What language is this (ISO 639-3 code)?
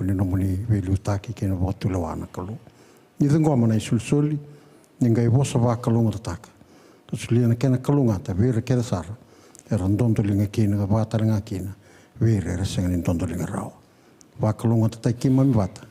fij